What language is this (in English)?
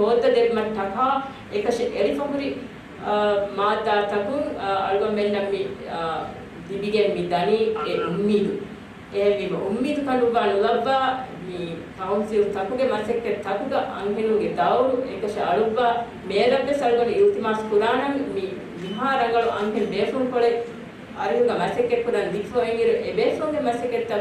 Divehi